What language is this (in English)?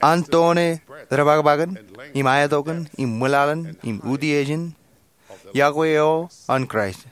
Marshallese